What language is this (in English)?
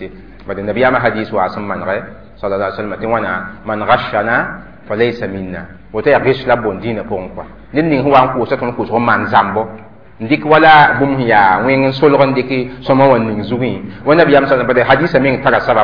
Mossi